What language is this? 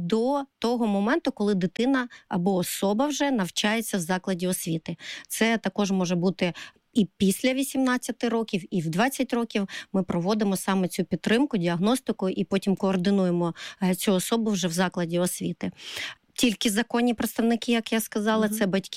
Ukrainian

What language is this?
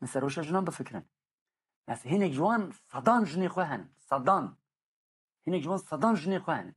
Kurdish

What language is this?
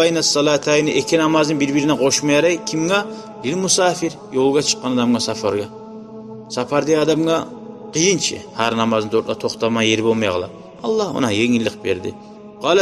Kumyk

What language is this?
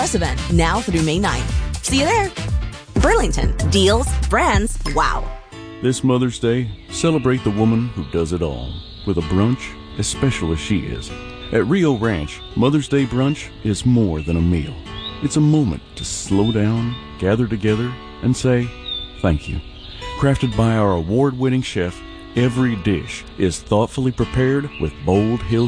English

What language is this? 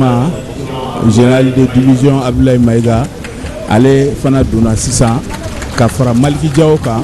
Bambara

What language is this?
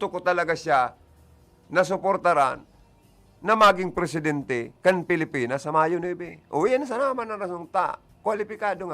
Bikol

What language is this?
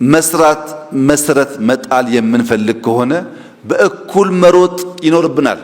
Amharic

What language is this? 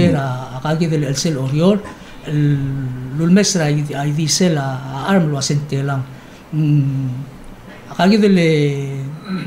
Palauan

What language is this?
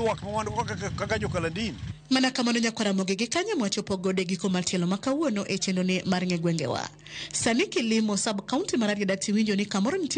Luo (Kenya and Tanzania)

